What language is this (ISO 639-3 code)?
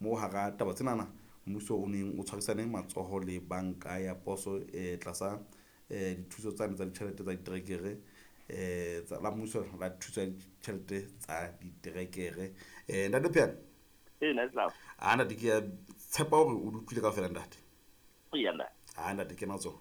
sot